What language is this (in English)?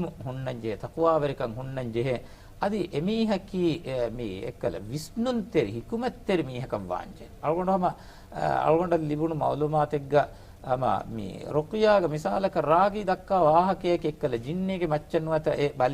Divehi